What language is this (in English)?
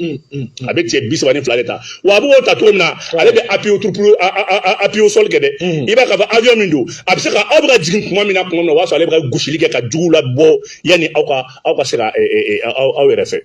Bambara